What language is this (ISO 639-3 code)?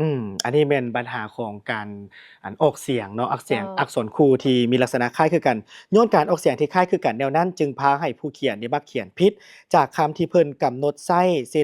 lao